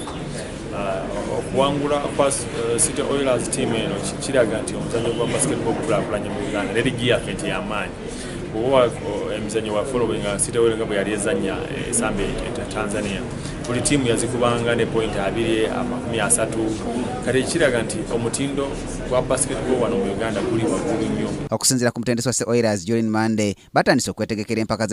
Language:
Ganda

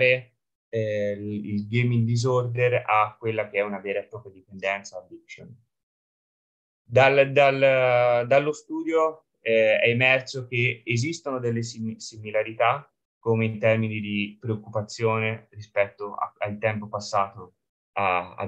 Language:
Italian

